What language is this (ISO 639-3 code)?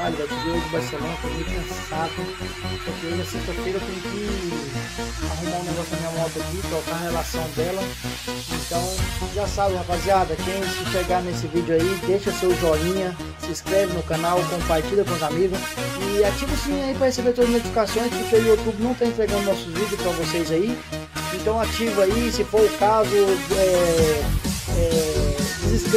por